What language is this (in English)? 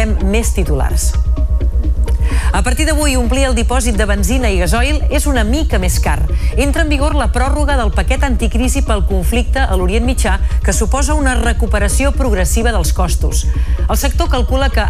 Catalan